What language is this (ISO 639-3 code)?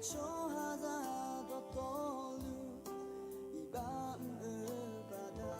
ahk